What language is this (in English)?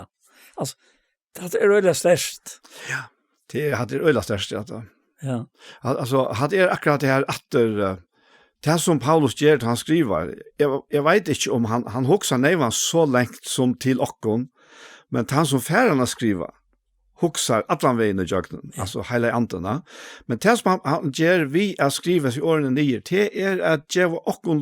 Faroese